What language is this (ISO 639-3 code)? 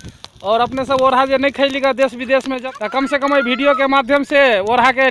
mai